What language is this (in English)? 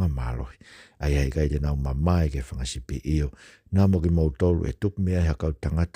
Tongan